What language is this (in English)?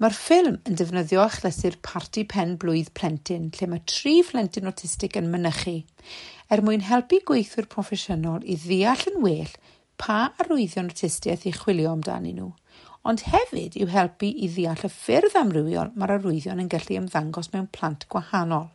Welsh